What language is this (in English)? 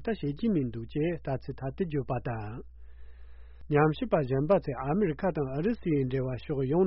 Tibetan